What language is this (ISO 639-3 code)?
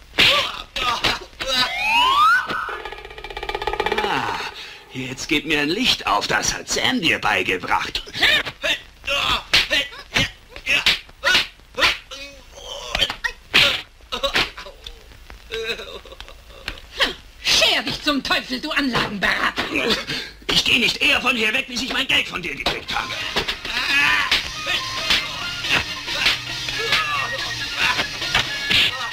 deu